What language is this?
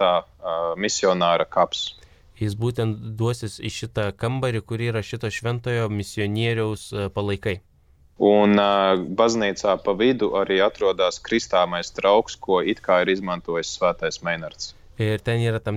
Lithuanian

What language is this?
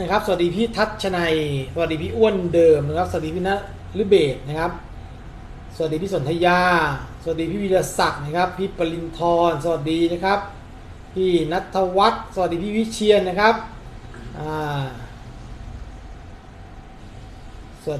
Thai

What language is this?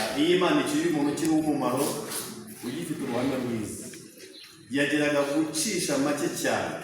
Kinyarwanda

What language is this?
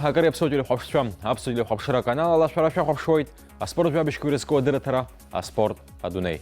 Abkhazian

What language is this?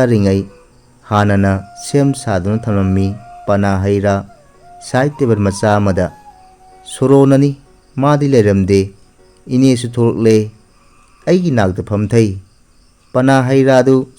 Manipuri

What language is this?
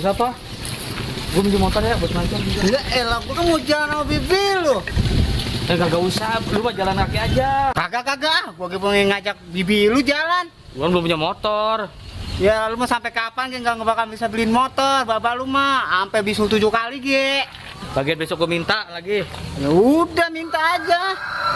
Betawi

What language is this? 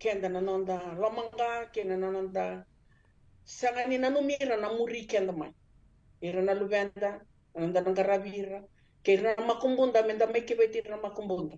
Fijian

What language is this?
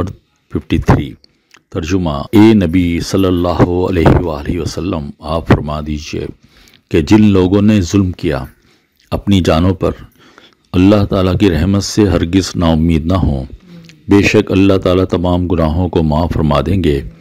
Urdu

